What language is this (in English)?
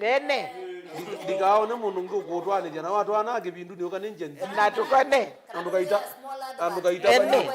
Kamba